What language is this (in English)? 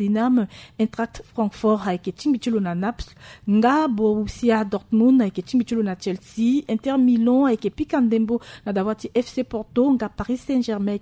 Sango